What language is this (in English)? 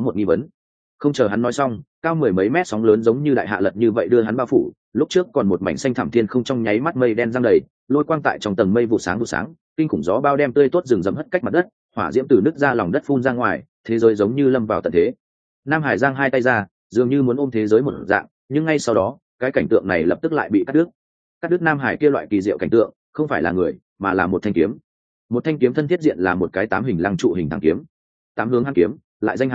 Vietnamese